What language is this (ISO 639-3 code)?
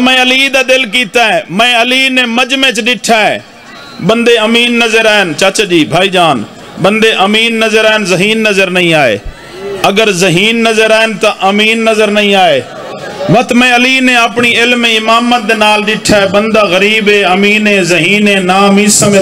skr